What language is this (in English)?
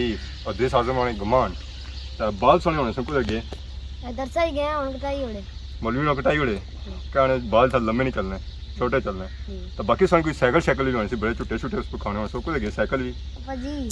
Pahari-Potwari